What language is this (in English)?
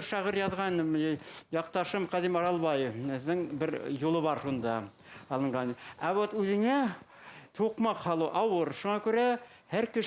Bashkir